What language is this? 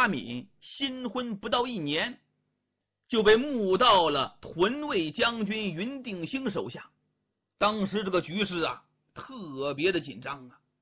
Chinese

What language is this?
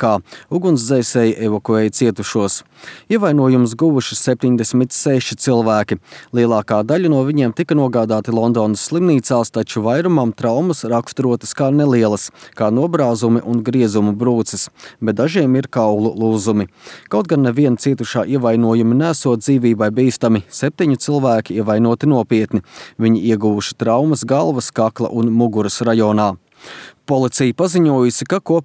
Latvian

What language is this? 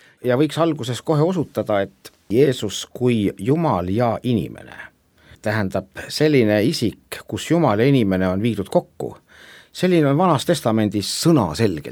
Estonian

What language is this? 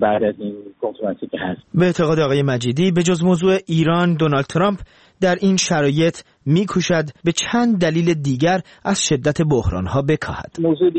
Persian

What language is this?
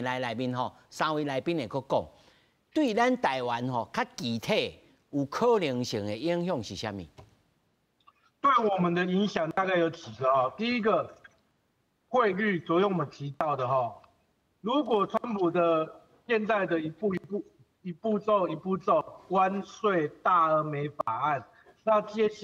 Min Nan Chinese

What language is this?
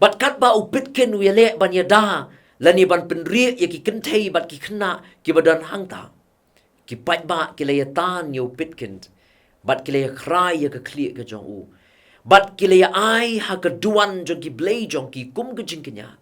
Khasi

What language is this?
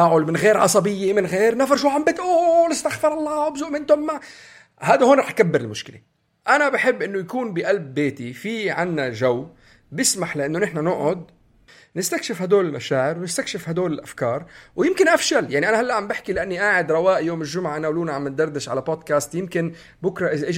North Levantine Arabic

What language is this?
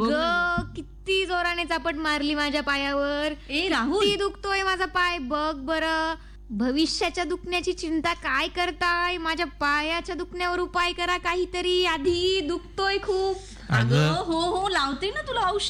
Marathi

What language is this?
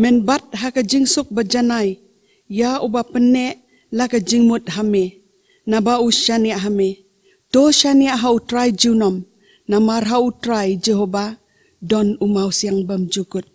Khasi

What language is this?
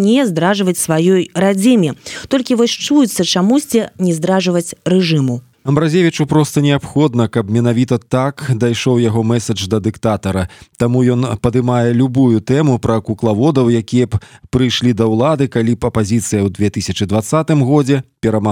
Belarusian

